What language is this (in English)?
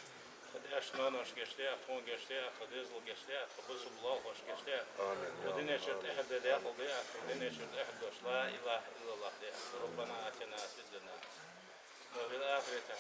Ingush